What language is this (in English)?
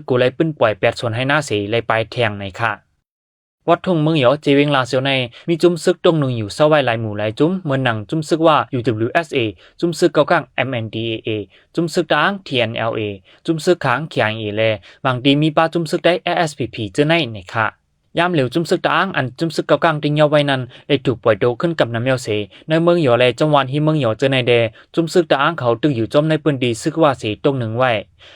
Shan